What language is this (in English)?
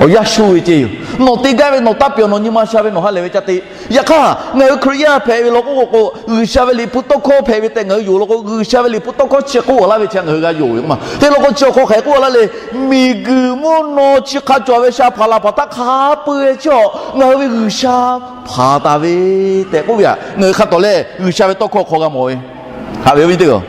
Lahu